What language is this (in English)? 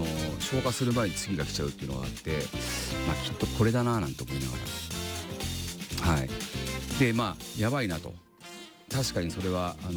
Japanese